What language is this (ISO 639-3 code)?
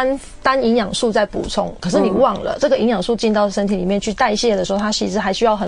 zho